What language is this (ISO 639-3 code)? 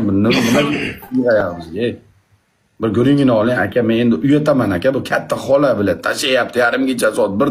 uzb